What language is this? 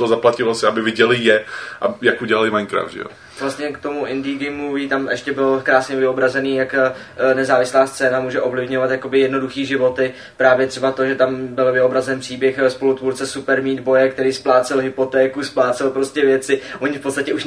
Czech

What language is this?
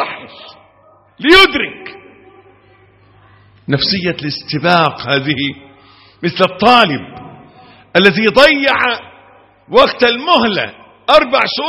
Arabic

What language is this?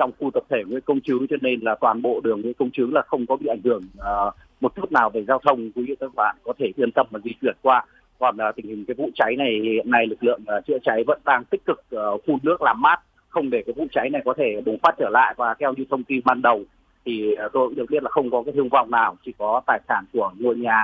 Vietnamese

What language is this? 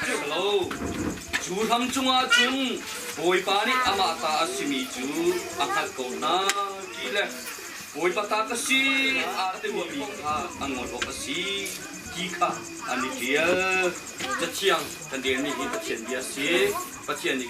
Hakha Chin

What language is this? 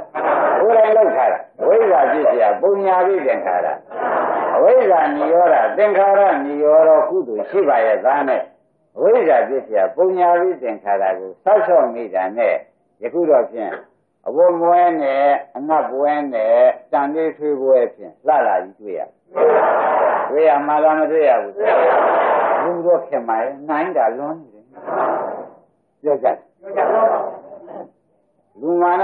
Burmese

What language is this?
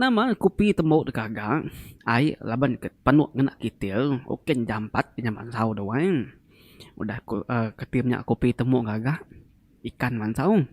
Iban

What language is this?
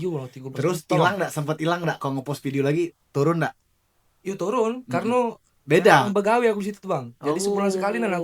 Musi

